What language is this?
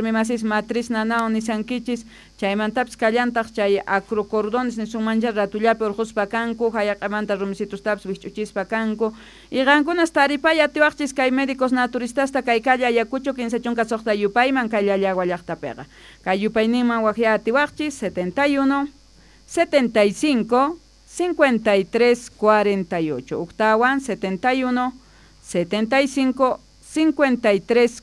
Quechua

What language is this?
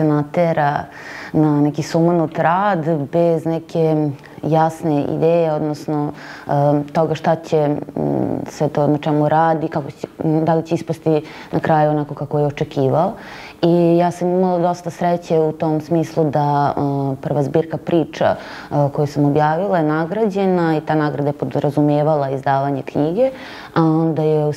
Serbian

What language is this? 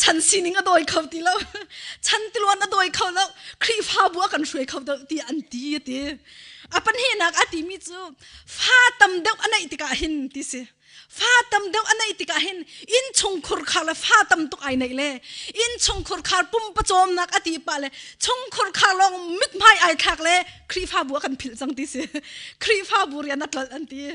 Hakha Chin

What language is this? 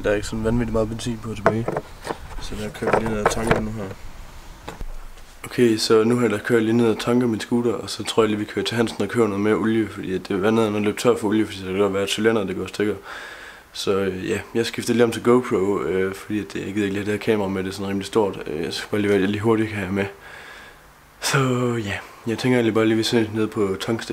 Danish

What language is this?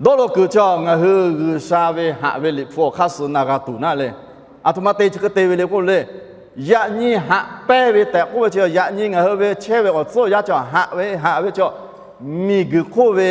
Lahu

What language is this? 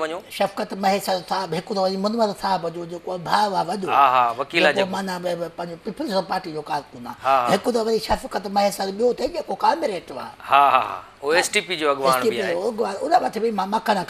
Sindhi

